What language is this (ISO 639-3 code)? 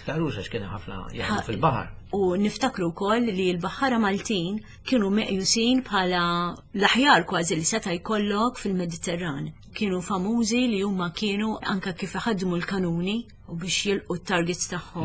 mlt